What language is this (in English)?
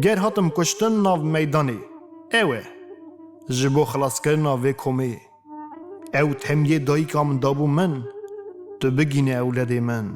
Kurdish